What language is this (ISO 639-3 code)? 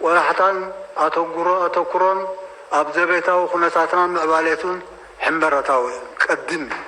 tir